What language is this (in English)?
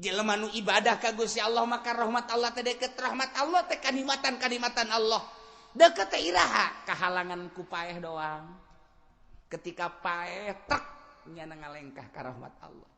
Sundanese